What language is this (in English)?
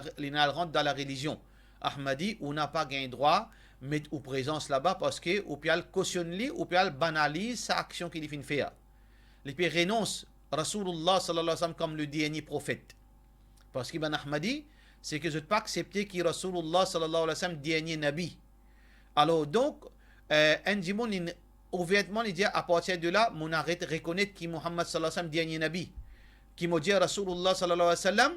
Morisyen